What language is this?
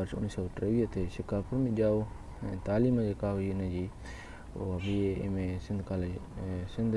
Sindhi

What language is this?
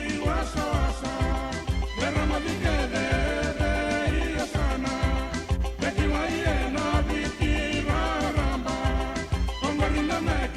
Fijian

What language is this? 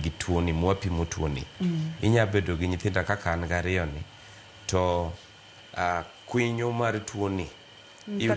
Luo (Kenya and Tanzania)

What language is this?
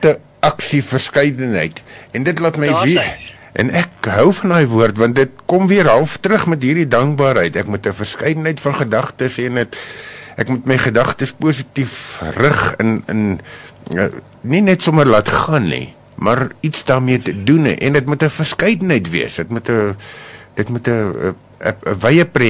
Afrikaans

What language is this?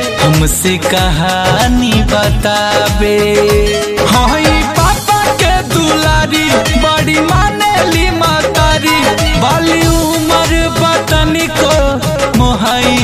Bhojpuri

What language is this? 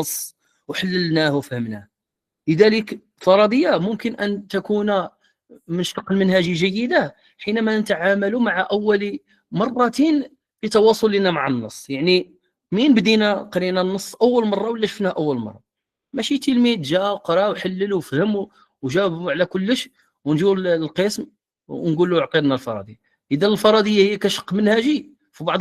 Moroccan Arabic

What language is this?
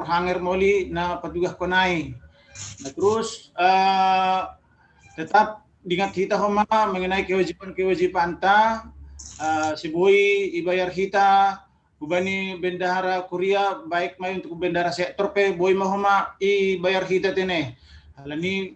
Batak Simalungun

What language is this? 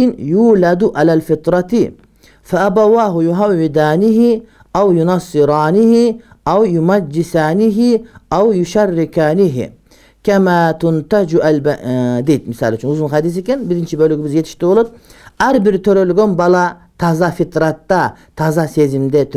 Kyrgyz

